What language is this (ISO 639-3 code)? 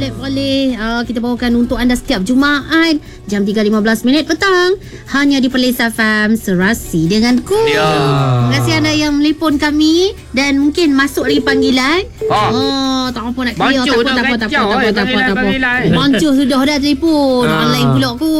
msa